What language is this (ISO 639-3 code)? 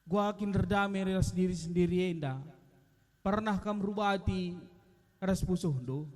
btx